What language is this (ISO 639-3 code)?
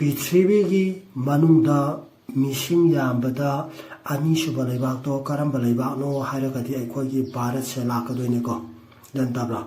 mni